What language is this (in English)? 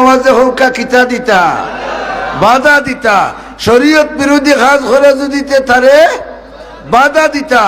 Sylheti